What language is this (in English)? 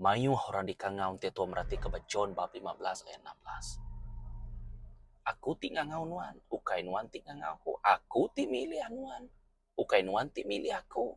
Iban